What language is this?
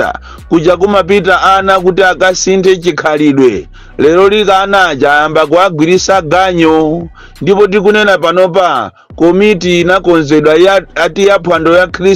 Nyanja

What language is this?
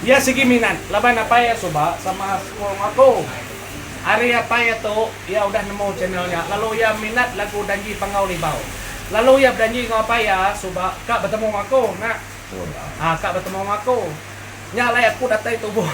Iban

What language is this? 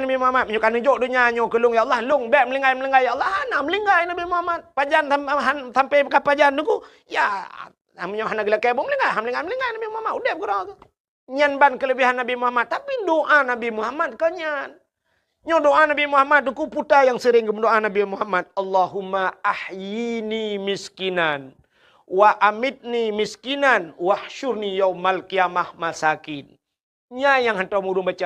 Achinese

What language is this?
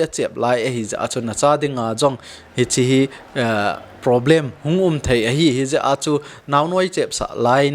Thado Chin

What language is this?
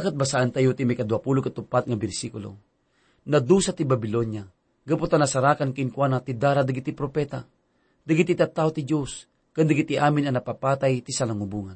Iloko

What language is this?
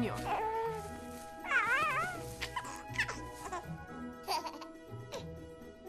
Turkish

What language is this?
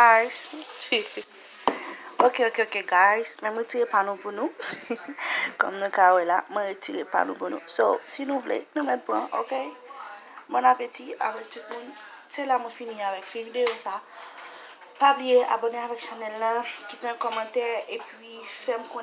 Haitian Creole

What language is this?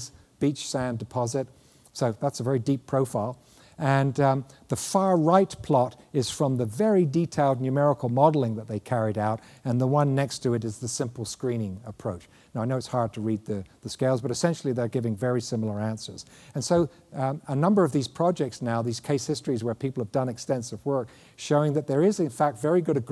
English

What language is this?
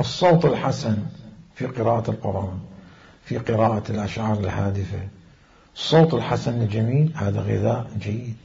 Mesopotamian Arabic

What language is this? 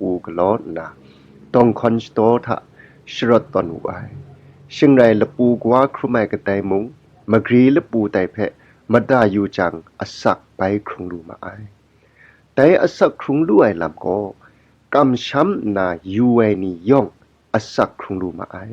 Kachin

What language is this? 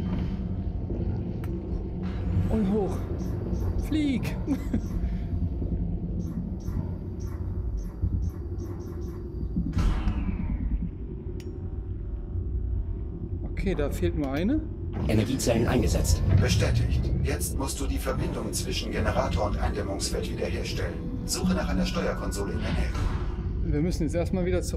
German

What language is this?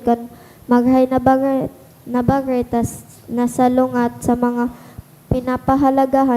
Bikol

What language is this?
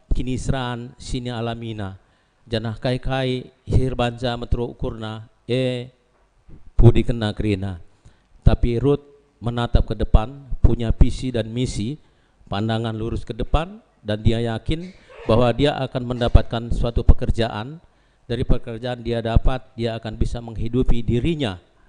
Batak Karo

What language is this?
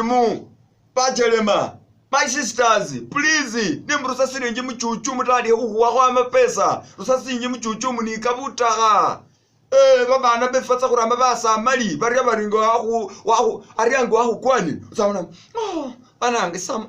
Masaaba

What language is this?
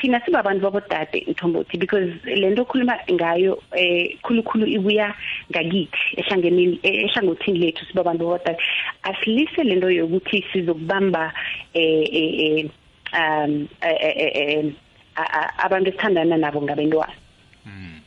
South Ndebele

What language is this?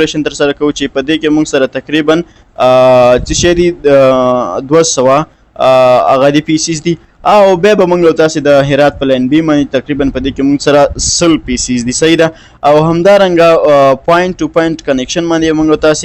Pashto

